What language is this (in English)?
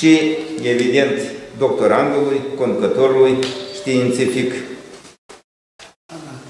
Romanian